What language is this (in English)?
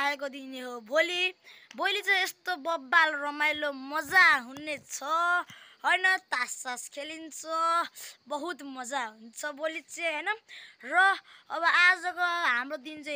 Nepali